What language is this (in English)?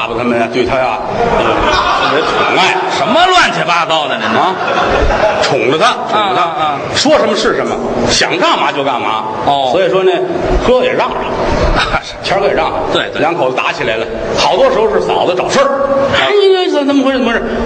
Chinese